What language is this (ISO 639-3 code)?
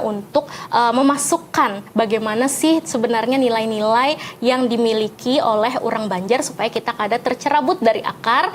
bjn